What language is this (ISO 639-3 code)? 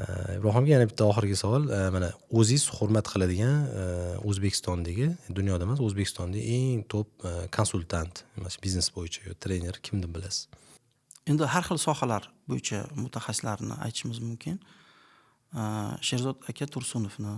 uzb